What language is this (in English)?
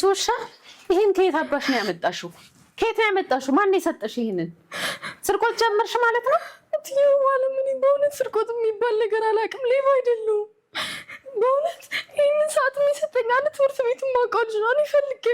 Amharic